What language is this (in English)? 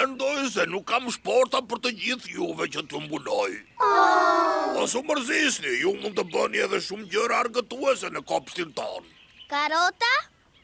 Albanian